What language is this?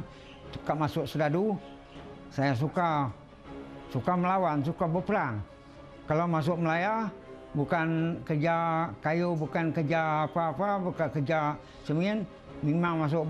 Malay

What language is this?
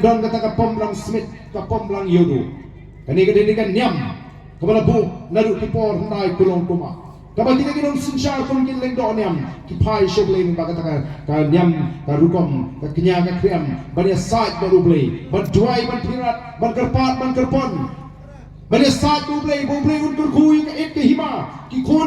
Khasi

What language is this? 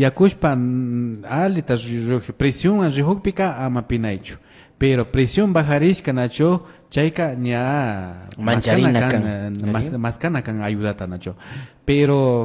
Imbabura Highland Quichua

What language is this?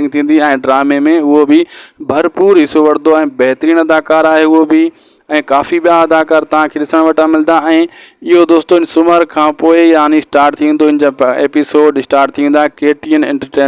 Sindhi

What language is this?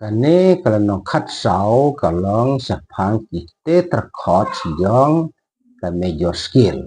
Khasi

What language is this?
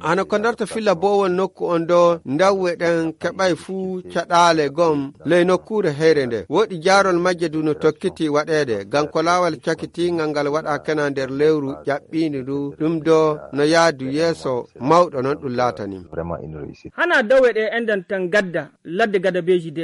Nigerian Fulfulde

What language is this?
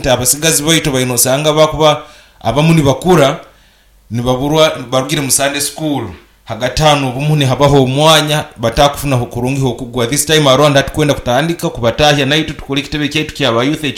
Nyoro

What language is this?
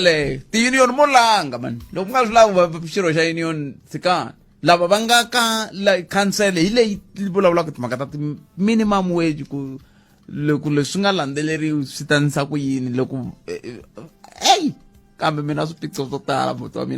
Tsonga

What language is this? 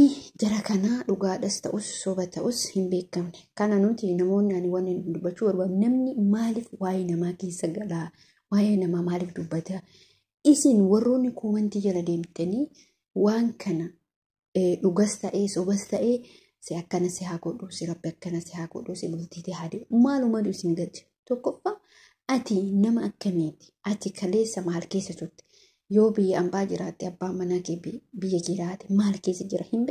Oromo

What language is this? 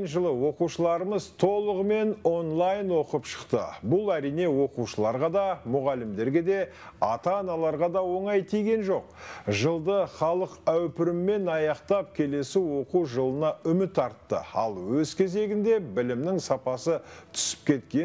Kazakh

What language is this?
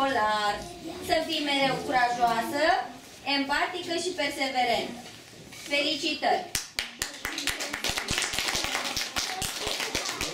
Romanian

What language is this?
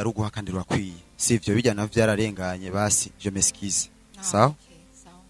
Rundi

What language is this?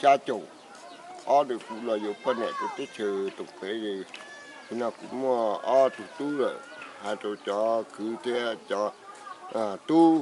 Hmong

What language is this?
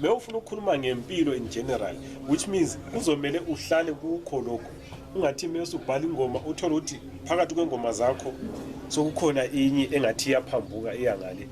North Ndebele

